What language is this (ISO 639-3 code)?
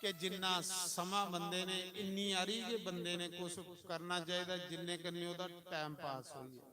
doi